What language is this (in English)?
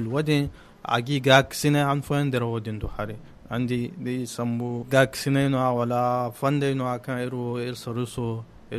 Zarma